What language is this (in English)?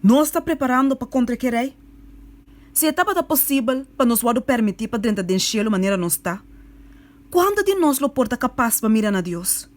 Papiamento